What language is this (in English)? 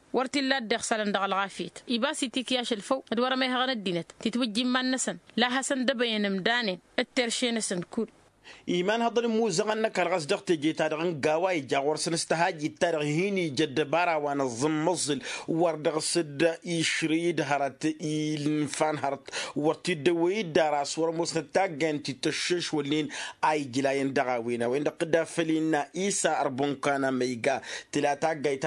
Tamasheq